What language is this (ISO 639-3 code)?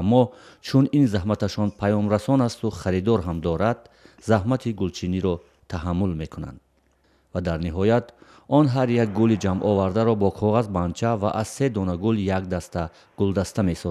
tgk